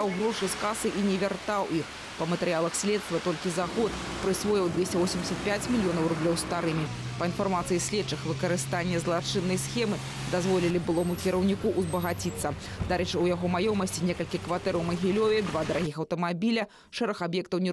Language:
Belarusian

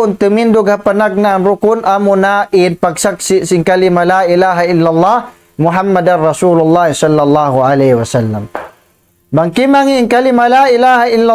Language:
Tausug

